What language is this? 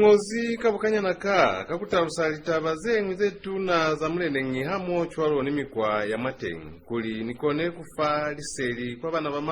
Lozi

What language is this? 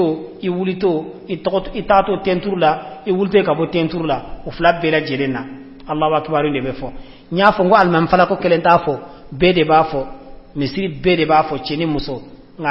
Bambara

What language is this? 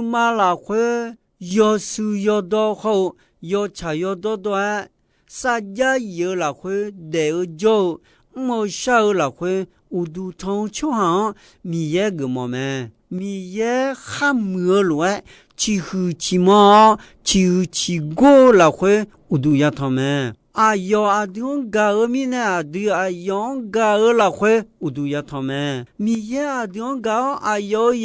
Akha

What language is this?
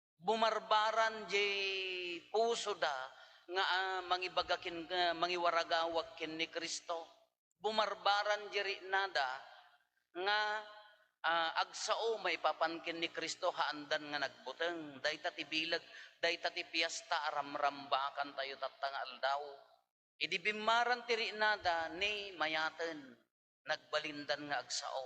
Iloko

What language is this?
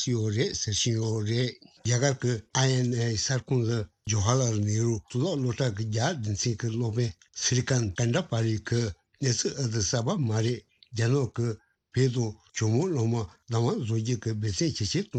Tibetan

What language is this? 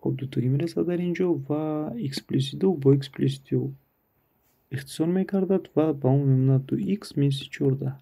Tajik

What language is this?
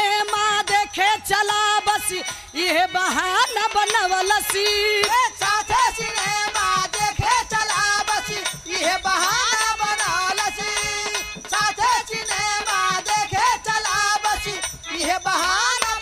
Bhojpuri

